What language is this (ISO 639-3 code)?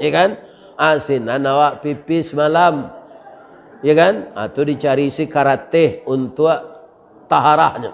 min